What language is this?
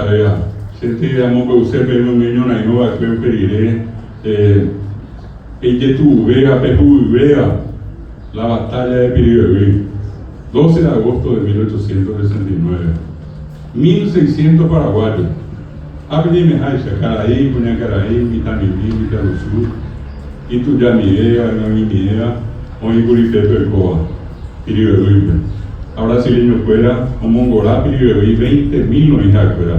Guarani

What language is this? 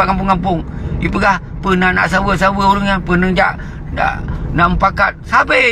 Achinese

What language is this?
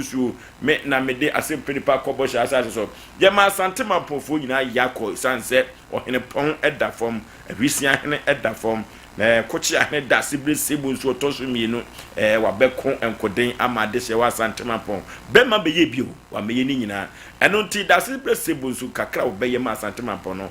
Akan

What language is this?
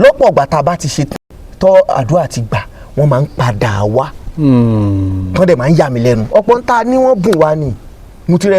Yoruba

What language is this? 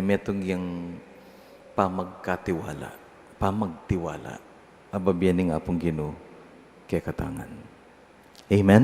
Pampanga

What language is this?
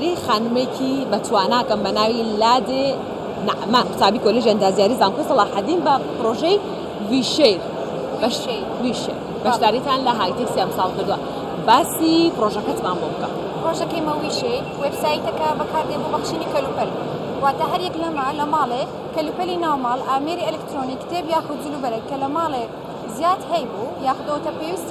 Central Kurdish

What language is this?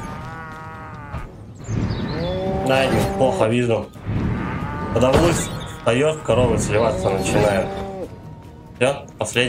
Russian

